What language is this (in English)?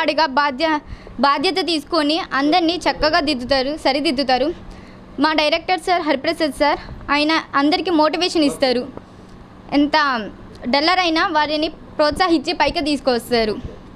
Telugu